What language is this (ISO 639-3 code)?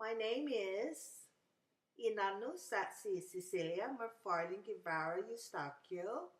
cha